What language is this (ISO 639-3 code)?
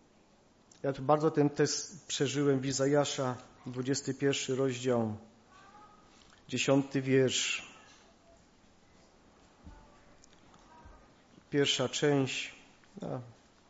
pol